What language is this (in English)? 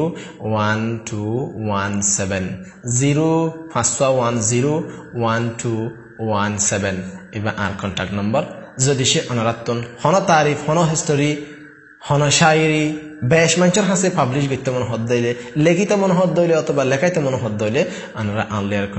Rohingya